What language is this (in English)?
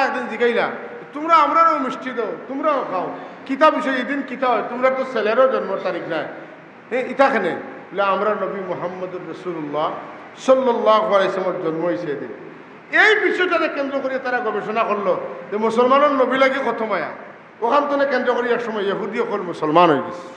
Sylheti